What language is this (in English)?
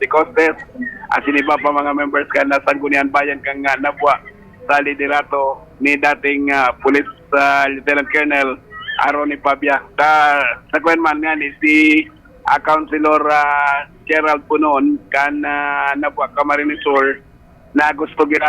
Bikol